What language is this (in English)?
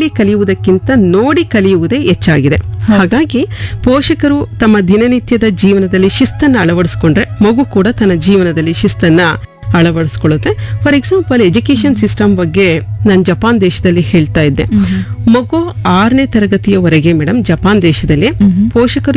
Kannada